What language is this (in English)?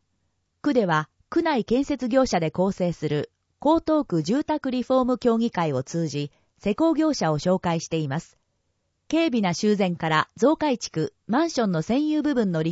Japanese